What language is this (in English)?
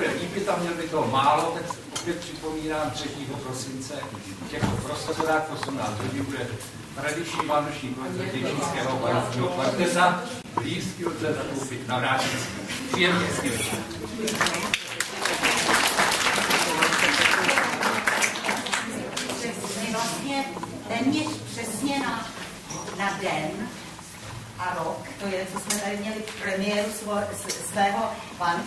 Czech